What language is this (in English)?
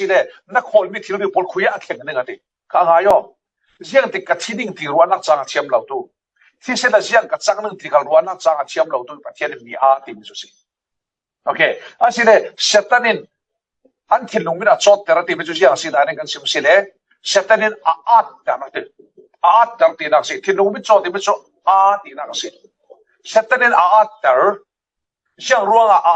Falam Chin